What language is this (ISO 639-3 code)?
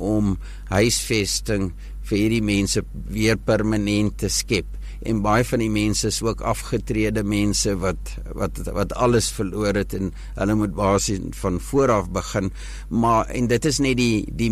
afr